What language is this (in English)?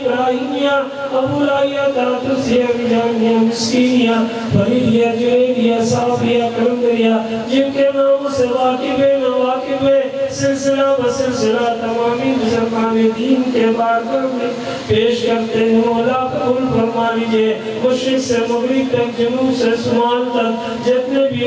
Urdu